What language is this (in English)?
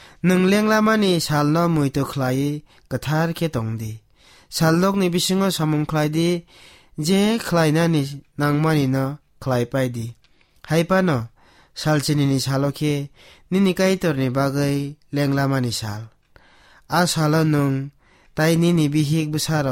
Kok Borok